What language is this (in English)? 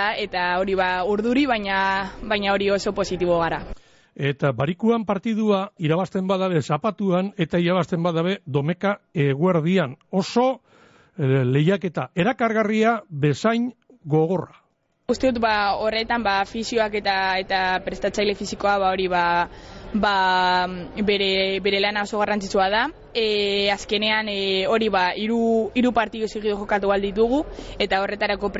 Basque